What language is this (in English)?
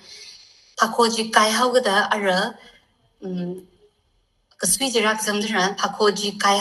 Tangkhul Naga (India)